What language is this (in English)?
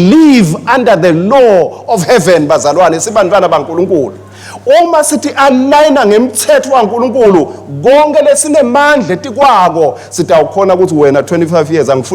Swati